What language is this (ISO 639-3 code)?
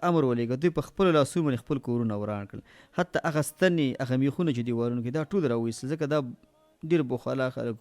pus